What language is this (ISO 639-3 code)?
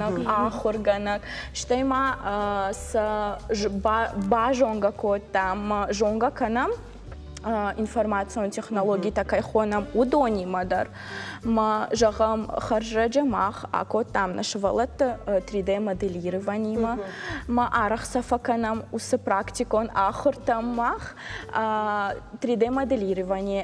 oss